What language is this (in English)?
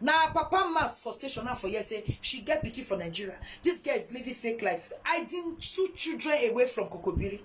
Nigerian Pidgin